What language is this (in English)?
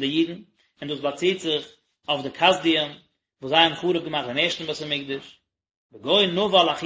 Yiddish